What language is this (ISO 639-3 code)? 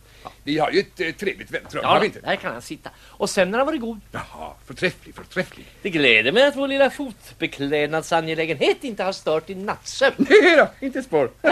swe